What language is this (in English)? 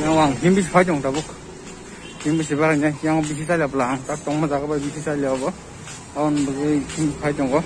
Kok Borok